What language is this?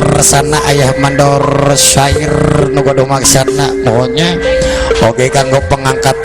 Sundanese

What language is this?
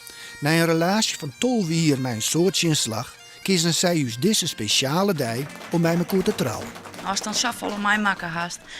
Western Frisian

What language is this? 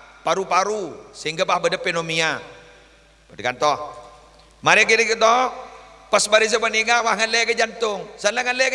Madurese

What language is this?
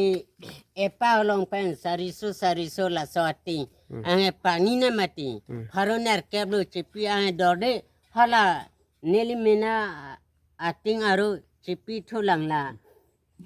Karbi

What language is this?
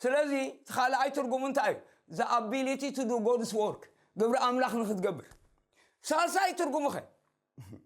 Tigrinya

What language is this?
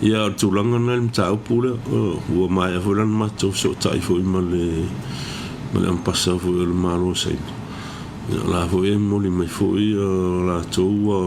Samoan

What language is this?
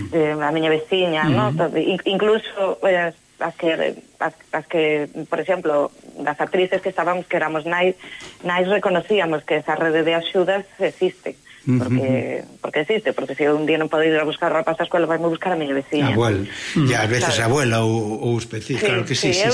Galician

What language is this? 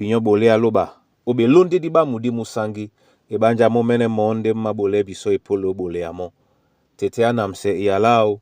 Duala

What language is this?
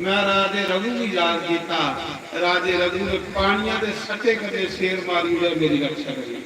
Dogri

